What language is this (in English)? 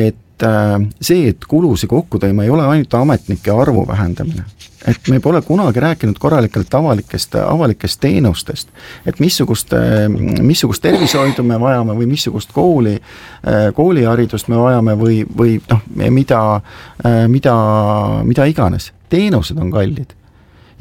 Estonian